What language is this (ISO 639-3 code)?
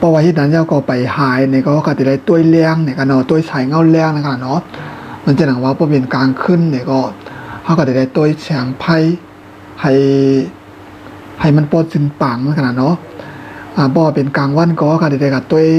shn